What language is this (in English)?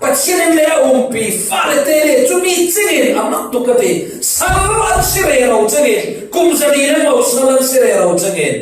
Falam Chin